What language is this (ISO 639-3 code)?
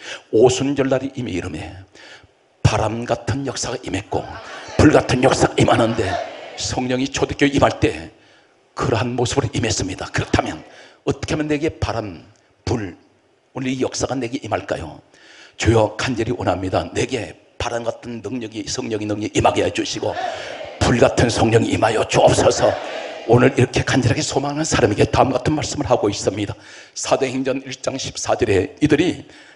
kor